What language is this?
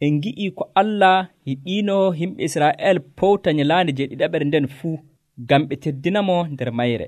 Nigerian Fulfulde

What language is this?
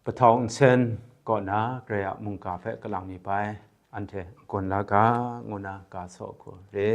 Kachin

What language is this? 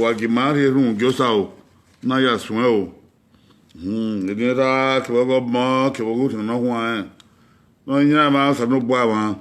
Bini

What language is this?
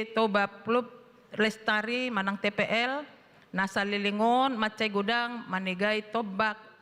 Batak Toba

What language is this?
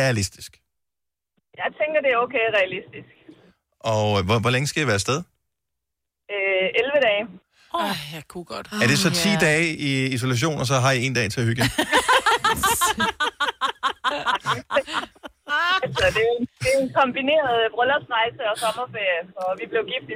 Danish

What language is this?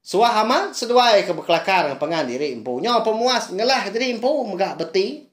Iban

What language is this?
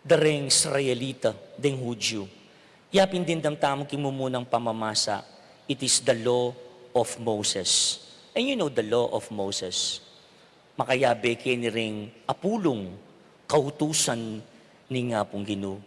Pampanga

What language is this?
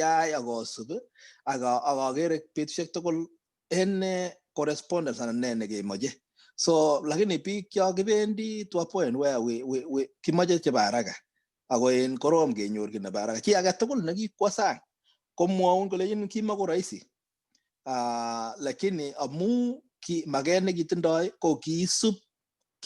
Kalenjin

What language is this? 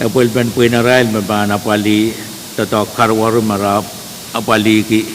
Pohnpeian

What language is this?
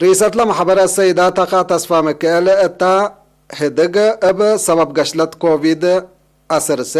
Tigre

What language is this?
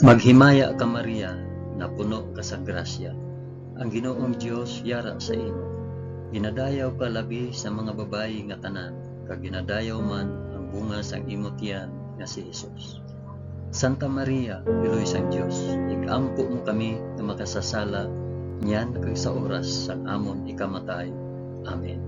Hiligaynon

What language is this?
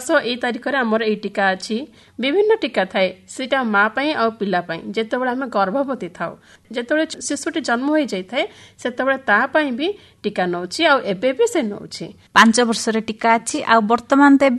Odia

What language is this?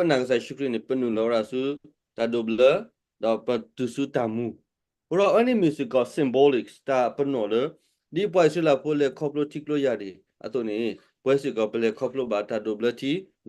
S'gaw Karen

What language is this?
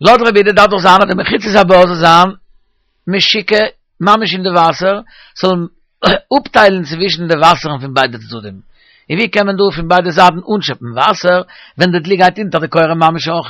Yiddish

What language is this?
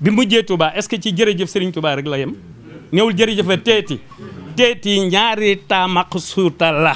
Wolof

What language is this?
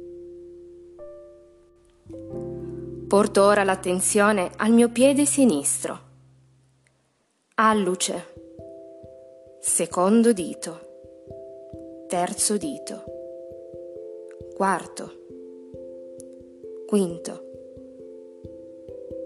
Italian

